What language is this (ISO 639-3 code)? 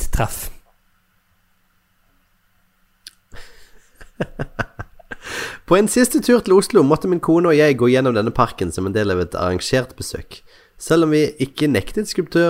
nor